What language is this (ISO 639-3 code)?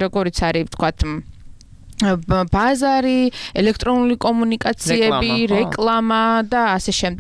kat